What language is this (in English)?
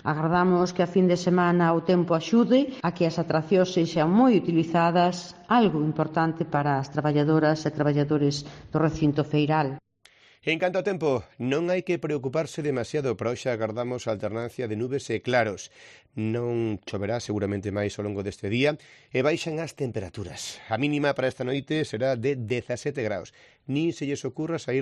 Galician